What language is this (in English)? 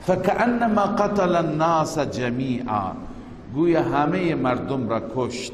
Persian